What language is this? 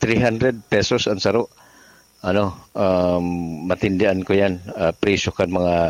Bikol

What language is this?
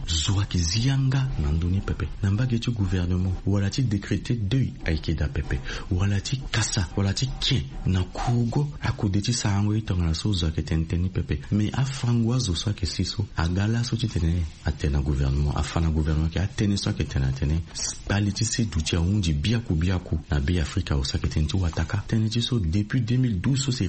Sango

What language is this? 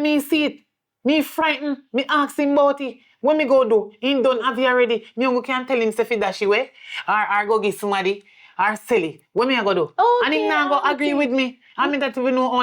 Jamaican Creole English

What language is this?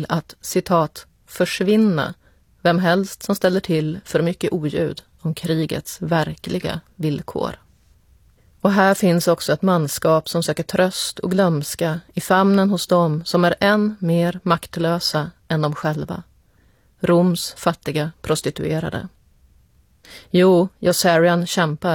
Swedish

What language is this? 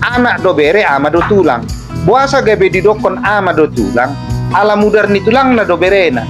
Batak Toba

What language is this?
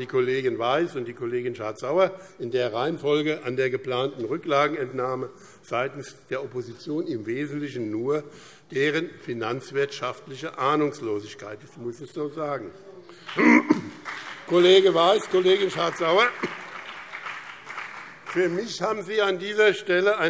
German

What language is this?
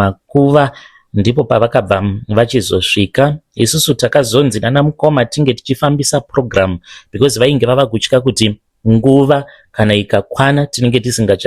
Shona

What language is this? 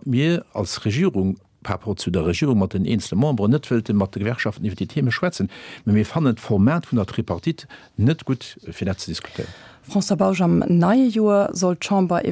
Luxembourgish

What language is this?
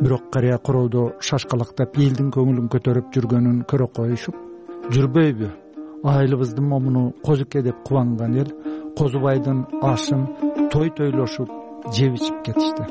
Kyrgyz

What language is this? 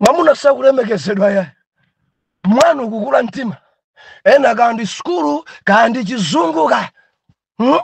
Nyanja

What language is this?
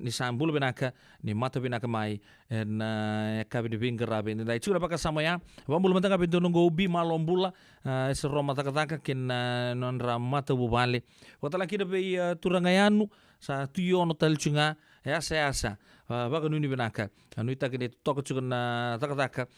Fijian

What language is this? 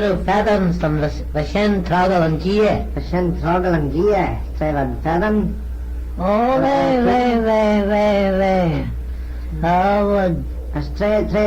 Manx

